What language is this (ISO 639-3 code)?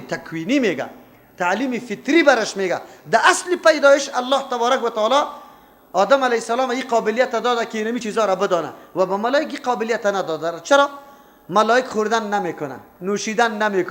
fas